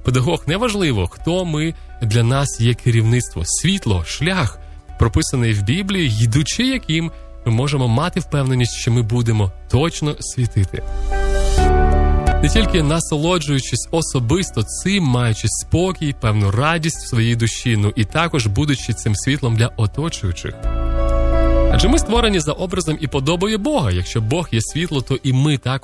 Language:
Ukrainian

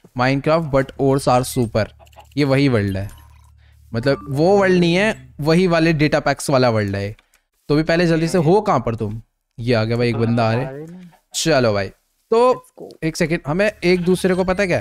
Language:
Hindi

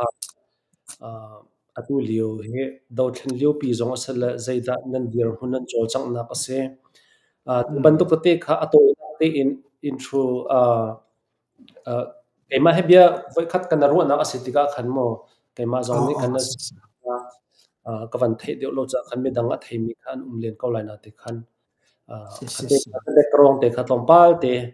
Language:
Hakha Chin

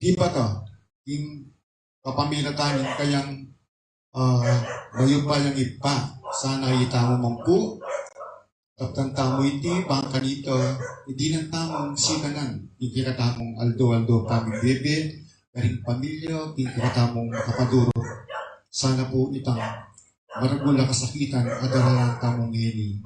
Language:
Pampanga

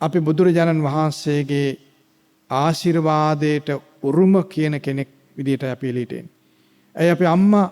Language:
Sinhala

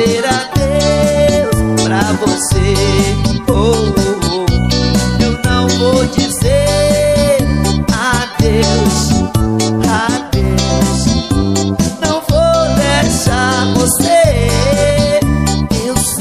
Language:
Portuguese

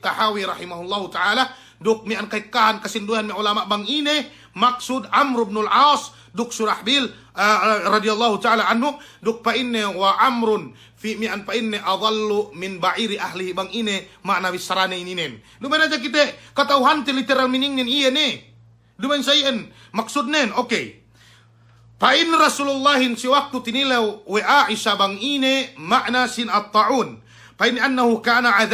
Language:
Yakan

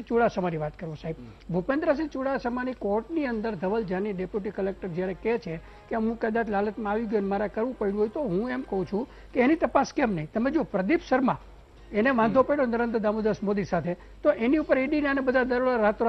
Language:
Gujarati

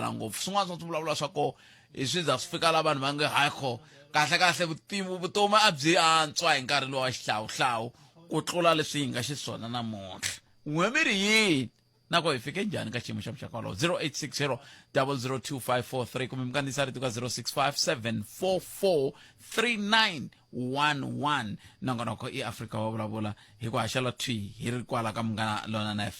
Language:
Tsonga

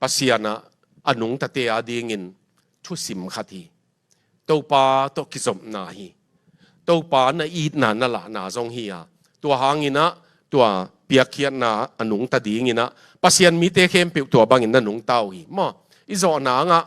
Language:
Tedim Chin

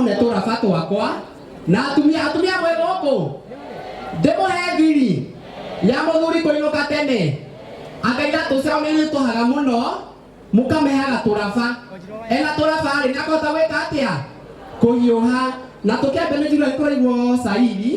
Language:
Kikuyu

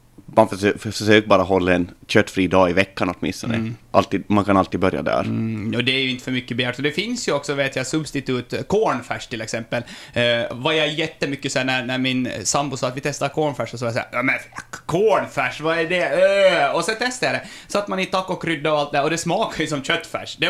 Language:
Swedish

